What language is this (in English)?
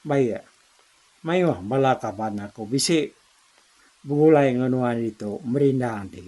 Iban